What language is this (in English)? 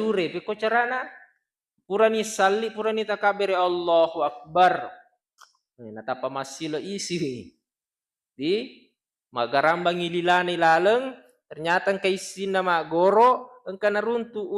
Buginese